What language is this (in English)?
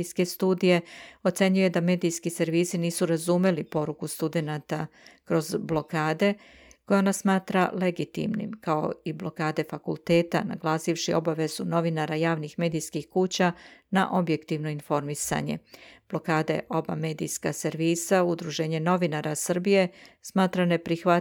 Serbian